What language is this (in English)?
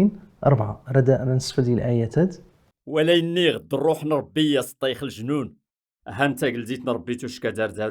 Kabyle